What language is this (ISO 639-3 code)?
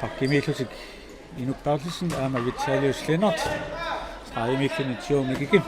kal